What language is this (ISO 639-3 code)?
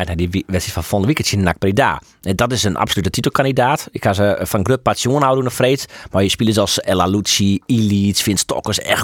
fry